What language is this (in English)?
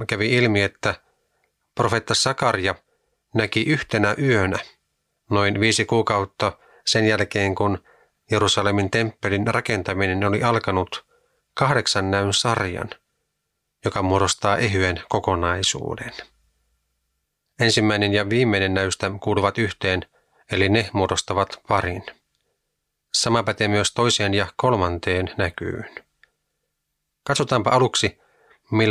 Finnish